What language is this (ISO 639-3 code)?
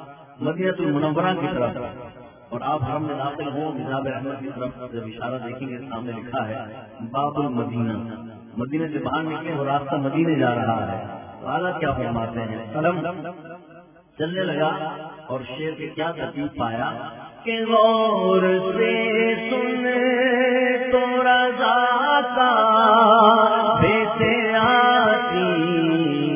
urd